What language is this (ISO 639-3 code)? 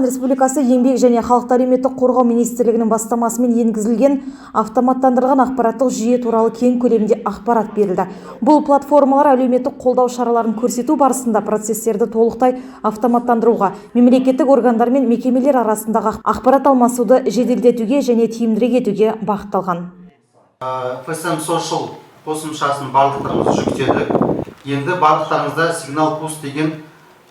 kaz